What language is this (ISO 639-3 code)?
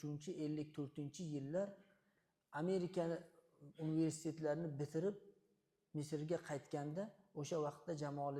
uzb